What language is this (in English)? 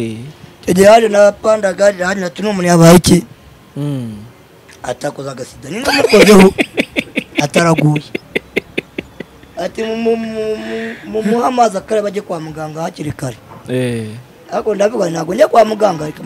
Kinyarwanda